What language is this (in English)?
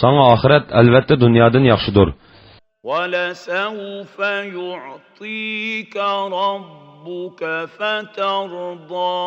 Uyghur